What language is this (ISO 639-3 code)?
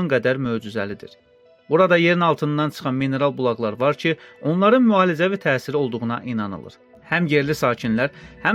aze